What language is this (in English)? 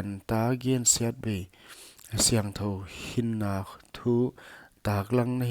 Paite Chin